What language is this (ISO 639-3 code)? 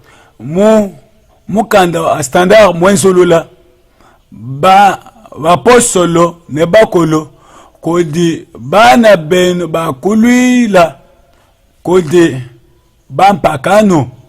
lua